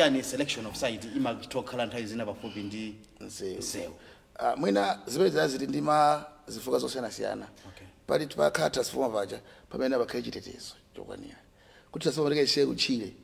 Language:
Nyanja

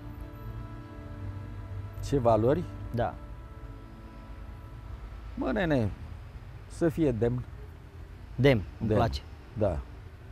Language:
Romanian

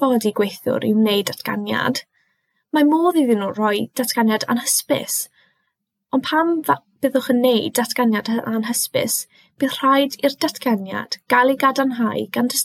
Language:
Welsh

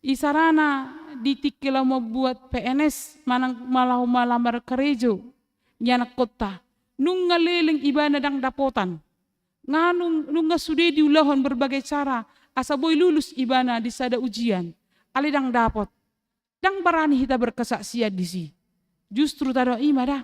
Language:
Batak Toba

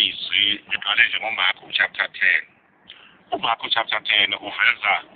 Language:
Zulu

